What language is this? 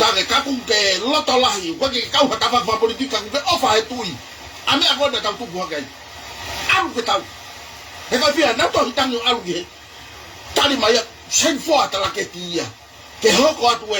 Tongan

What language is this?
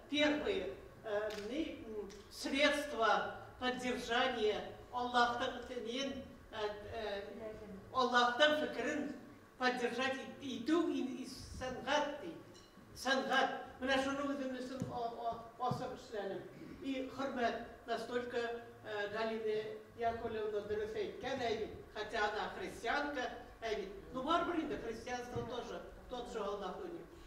Bashkir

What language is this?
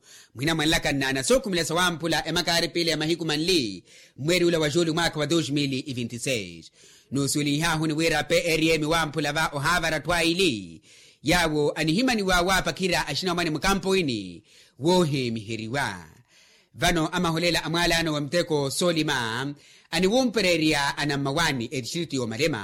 Makhuwa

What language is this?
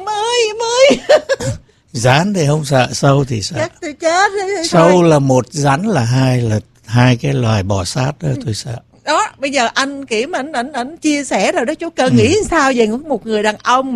Vietnamese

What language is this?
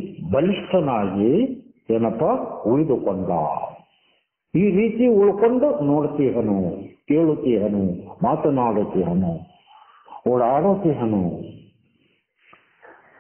Kannada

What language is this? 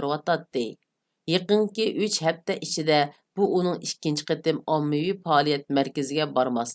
Uyghur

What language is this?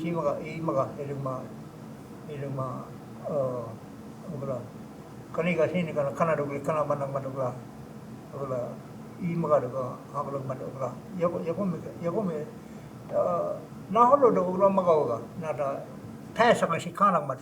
Choctaw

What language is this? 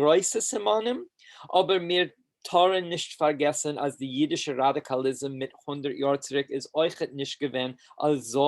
Yiddish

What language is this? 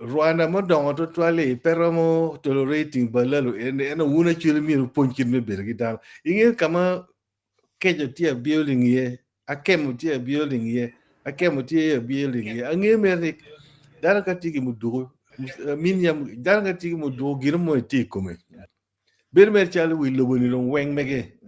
Acoli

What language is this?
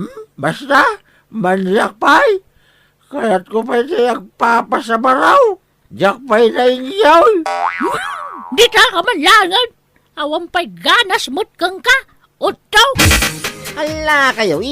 Iloko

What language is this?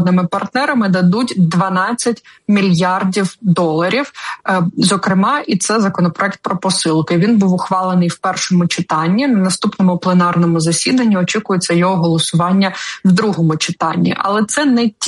Ukrainian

